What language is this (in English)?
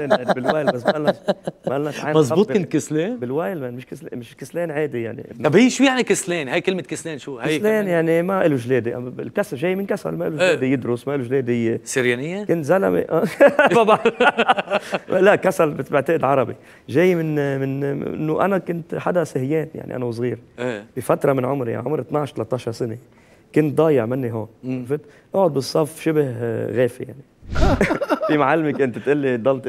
North Levantine Arabic